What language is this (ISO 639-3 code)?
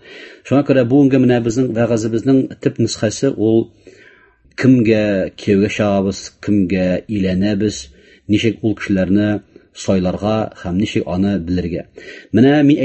tat